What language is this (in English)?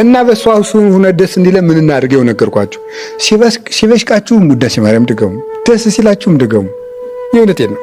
Amharic